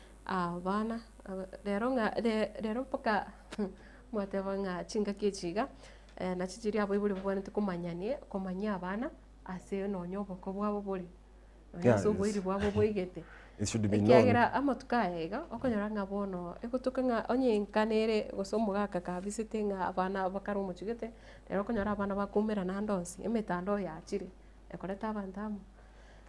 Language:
Gusii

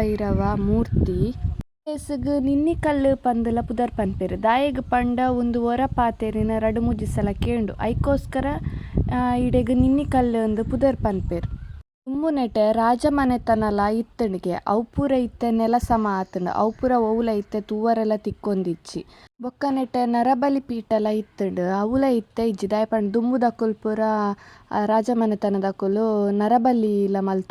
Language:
Tulu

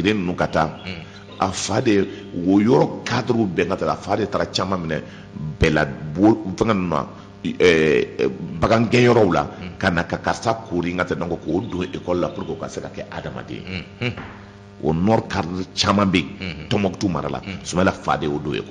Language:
Bambara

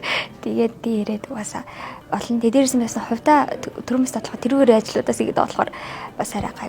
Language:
Mongolian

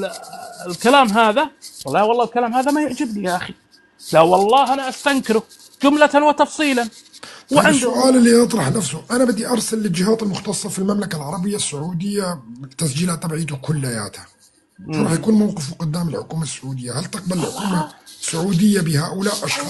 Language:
North Levantine Arabic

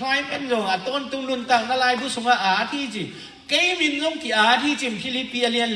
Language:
Tedim Chin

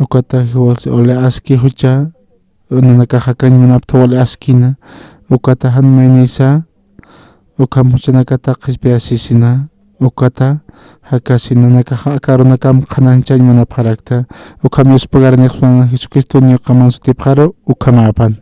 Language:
Aymara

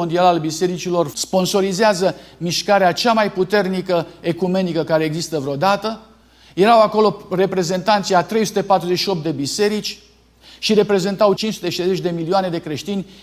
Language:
Romanian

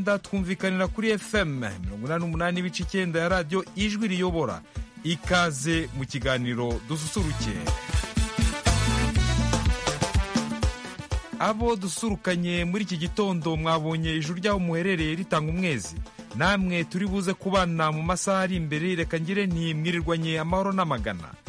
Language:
Kinyarwanda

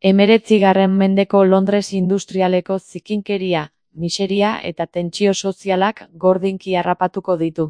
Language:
Basque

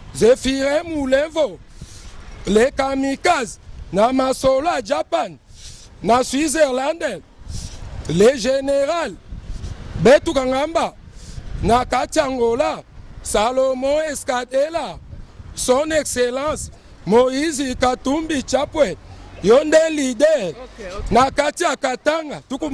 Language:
Lingala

